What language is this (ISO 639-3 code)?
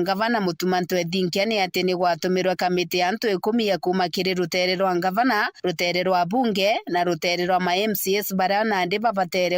mer